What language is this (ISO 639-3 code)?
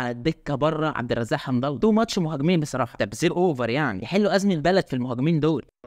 arz